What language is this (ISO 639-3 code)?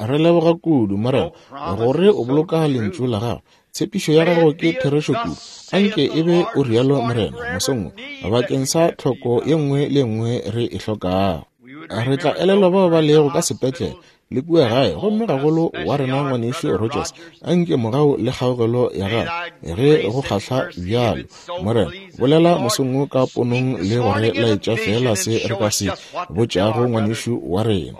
nso